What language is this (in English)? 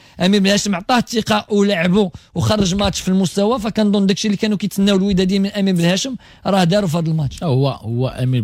Moroccan Arabic